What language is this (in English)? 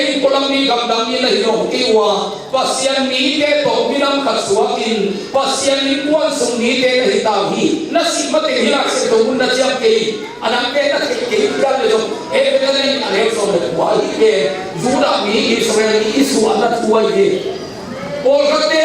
Tedim Chin